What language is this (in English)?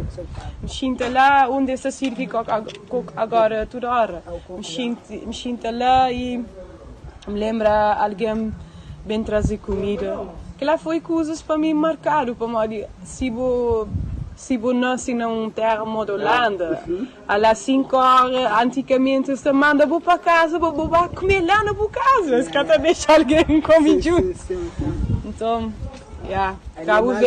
Kabuverdianu